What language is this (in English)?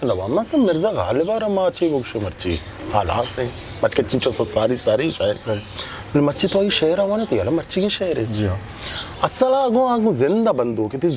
Eastern Balochi